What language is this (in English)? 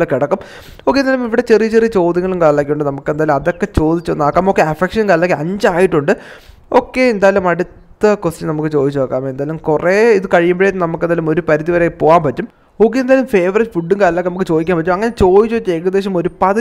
Malayalam